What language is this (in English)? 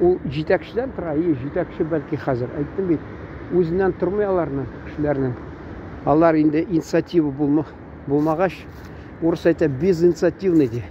Tatar